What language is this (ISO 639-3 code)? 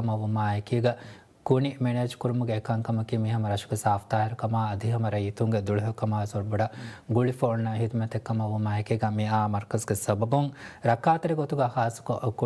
div